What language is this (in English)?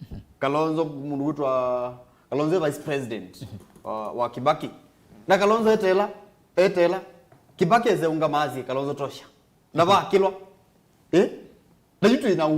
Kamba